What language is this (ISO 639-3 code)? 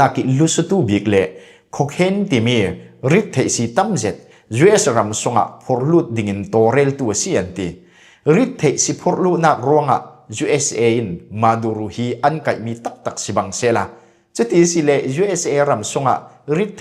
cfm